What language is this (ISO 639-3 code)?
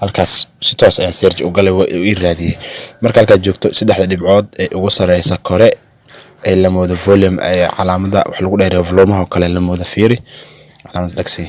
som